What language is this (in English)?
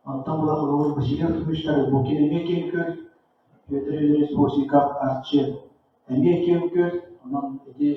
Yakut